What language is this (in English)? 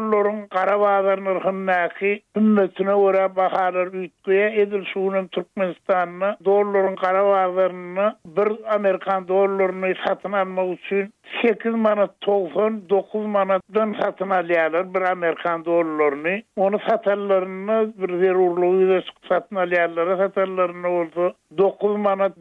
Turkmen